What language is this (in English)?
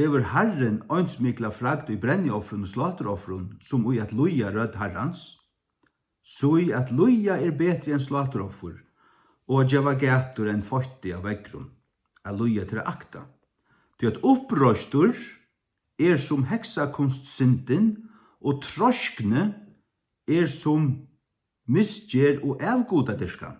Faroese